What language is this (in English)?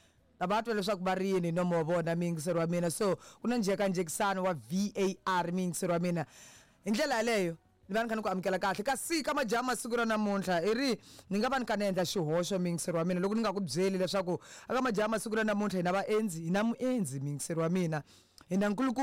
Tsonga